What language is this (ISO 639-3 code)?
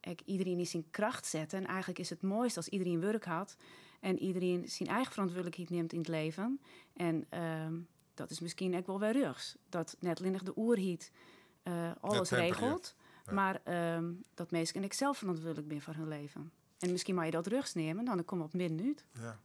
fry